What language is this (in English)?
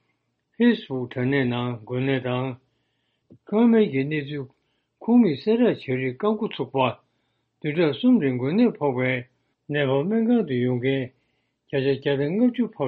Tibetan